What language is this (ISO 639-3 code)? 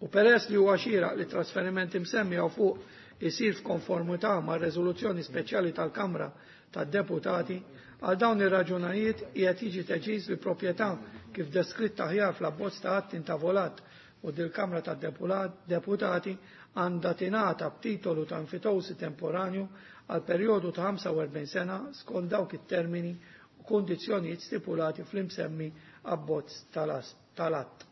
mlt